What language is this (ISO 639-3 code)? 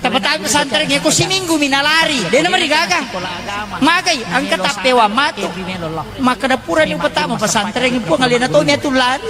bug